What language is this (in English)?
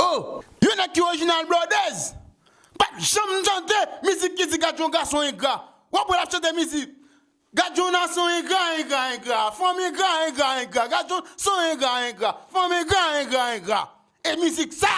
Haitian Creole